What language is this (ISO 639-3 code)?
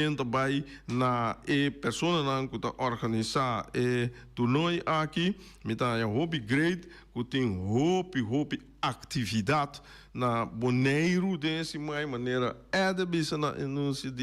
pap